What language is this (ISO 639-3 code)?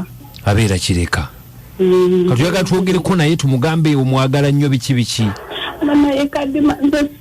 lug